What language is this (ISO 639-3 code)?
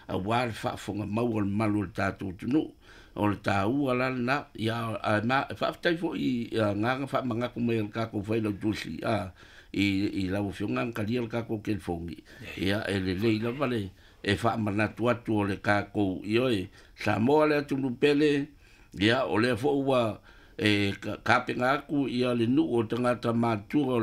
smo